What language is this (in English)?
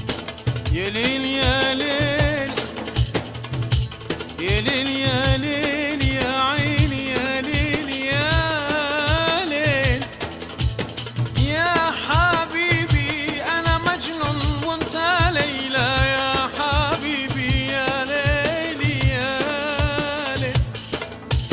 Turkish